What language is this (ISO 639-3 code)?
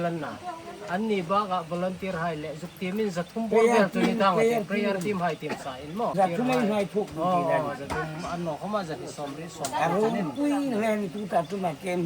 hmr